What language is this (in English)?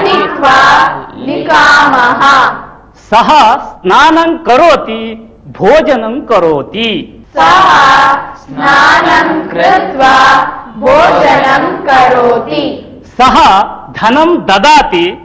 Sanskrit